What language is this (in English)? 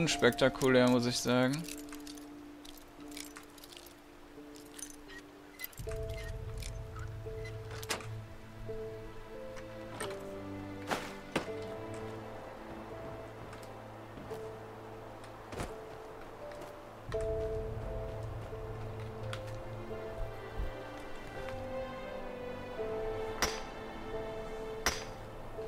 German